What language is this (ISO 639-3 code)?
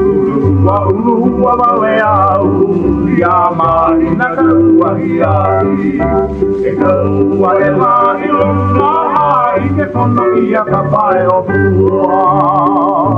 haw